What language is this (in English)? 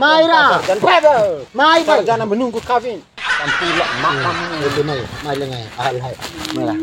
Bima